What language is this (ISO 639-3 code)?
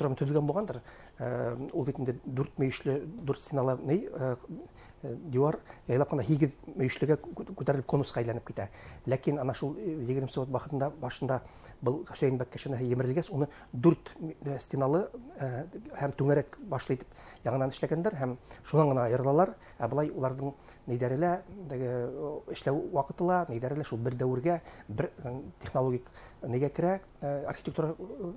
bak